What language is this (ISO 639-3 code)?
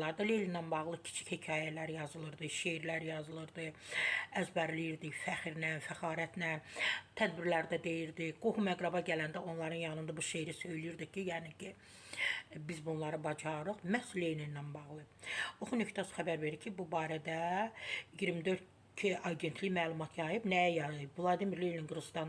aze